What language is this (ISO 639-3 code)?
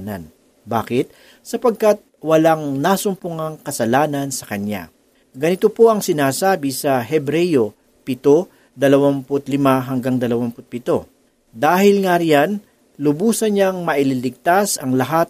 fil